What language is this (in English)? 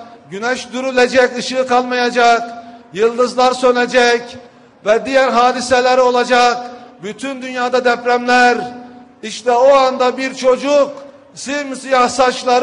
Turkish